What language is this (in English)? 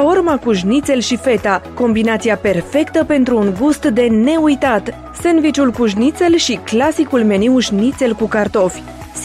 Romanian